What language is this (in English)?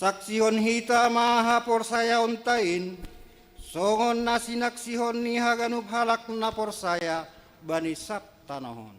Batak Simalungun